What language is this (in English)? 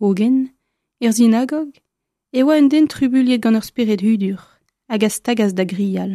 Breton